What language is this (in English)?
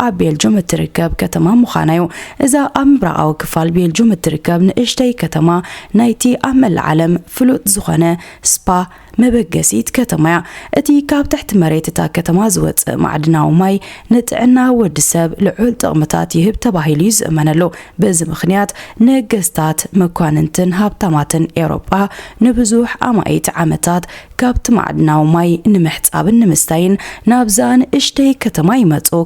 Tigrinya